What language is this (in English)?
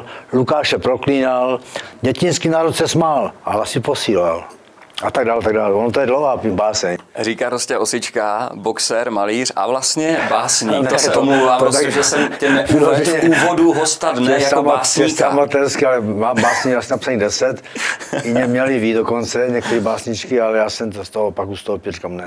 Czech